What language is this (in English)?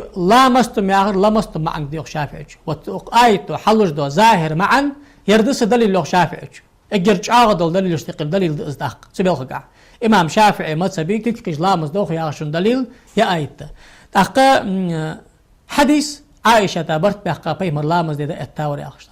Ingush